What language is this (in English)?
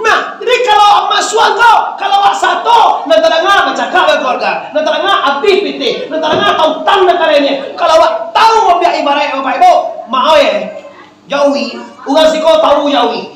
Minangkabau